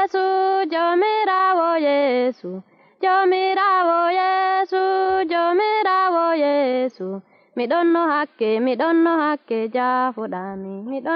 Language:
Nigerian Fulfulde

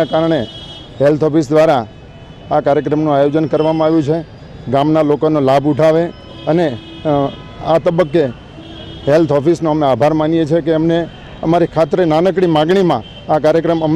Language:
Gujarati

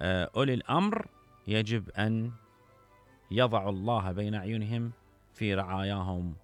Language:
Mesopotamian Arabic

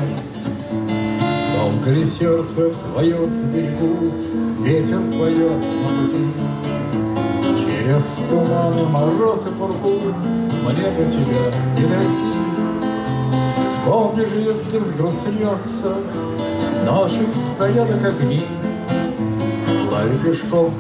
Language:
Russian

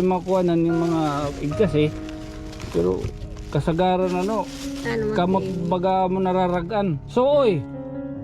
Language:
Waray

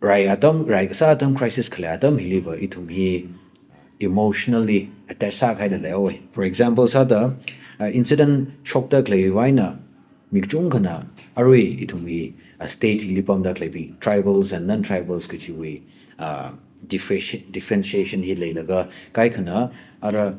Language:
Tangkhul Naga (India)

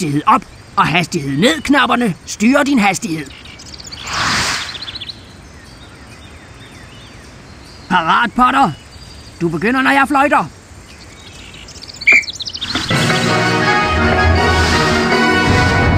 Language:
Danish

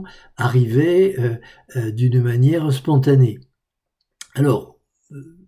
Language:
French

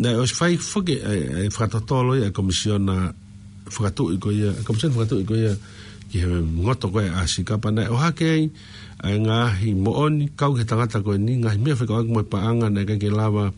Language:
Tongan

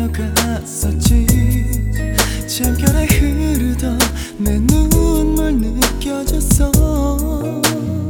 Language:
Korean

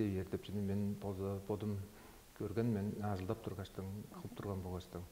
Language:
Tuvinian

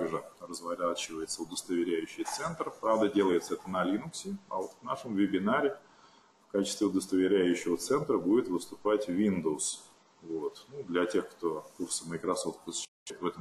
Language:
Russian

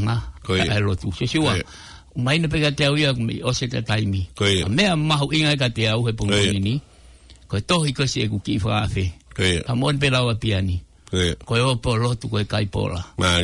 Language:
Tongan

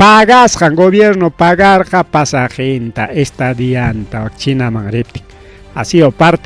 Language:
Ayacucho Quechua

